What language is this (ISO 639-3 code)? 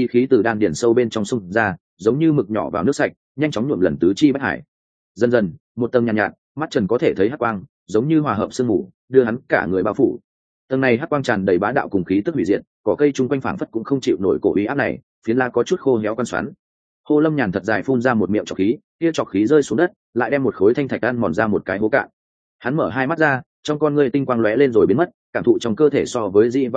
vie